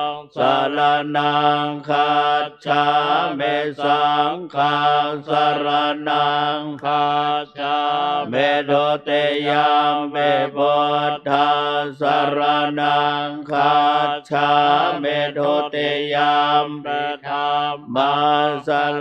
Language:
Pali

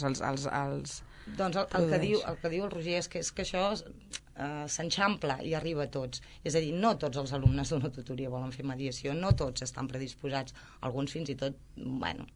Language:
Catalan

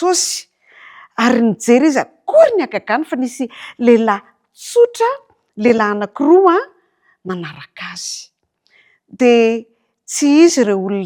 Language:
Malagasy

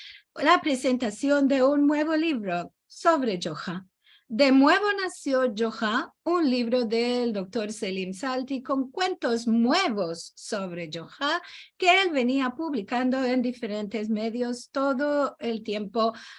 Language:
Ladino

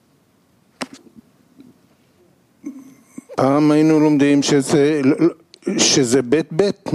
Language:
Hebrew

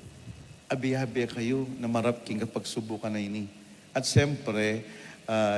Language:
Pampanga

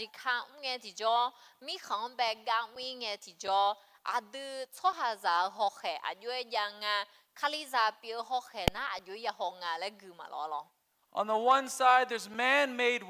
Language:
Akha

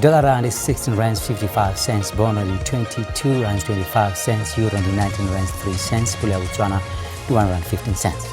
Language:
Venda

